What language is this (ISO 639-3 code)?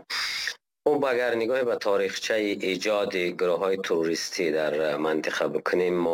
fas